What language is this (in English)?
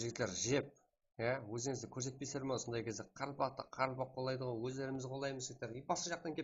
Kara-Kalpak